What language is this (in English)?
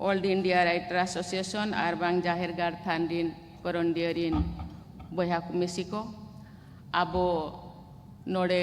Santali